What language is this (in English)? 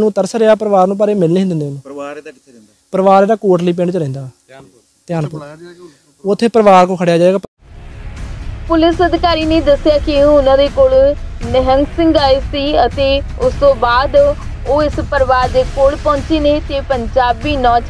Punjabi